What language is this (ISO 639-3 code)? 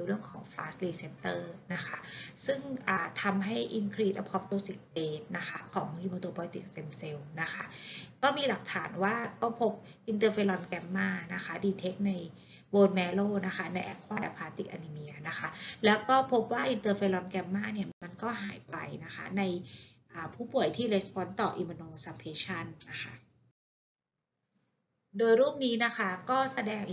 tha